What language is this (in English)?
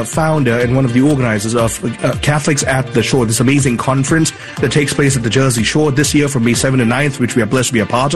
English